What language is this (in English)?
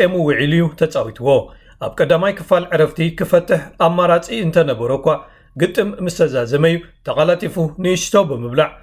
Tigrinya